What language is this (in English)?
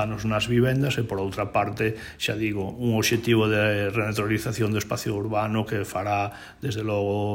Galician